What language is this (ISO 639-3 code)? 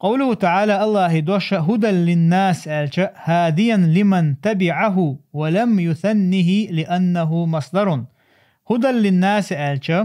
che